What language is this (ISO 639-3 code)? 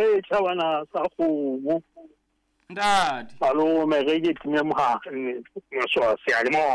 sot